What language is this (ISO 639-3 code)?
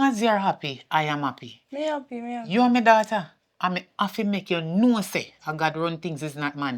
jam